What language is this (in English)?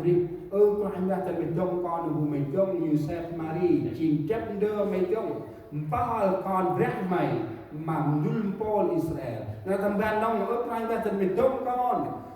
Central Mnong